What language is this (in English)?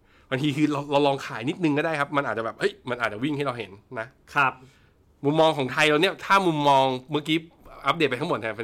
Thai